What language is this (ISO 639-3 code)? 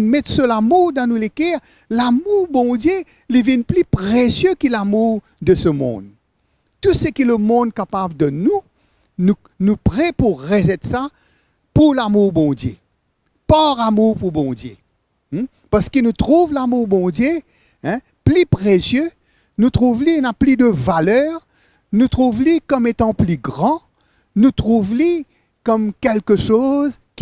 mfe